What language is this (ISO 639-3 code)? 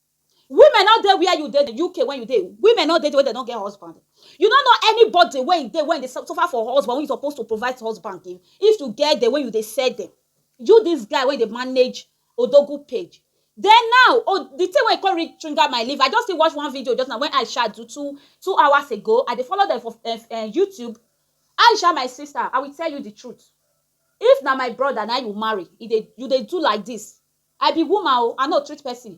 pcm